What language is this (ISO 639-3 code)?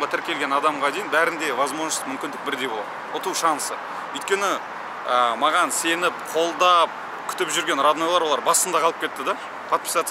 kaz